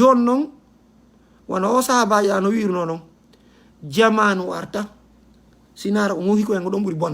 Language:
Fula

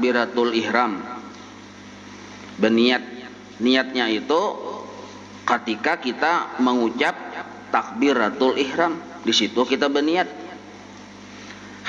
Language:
Banjar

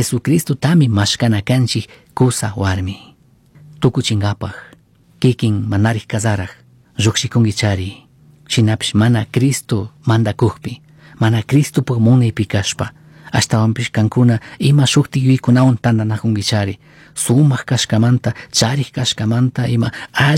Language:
Chimborazo Highland Quichua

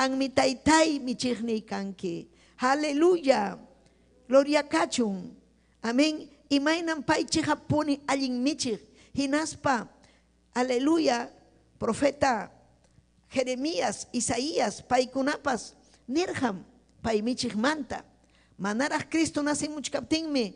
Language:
Ayacucho Quechua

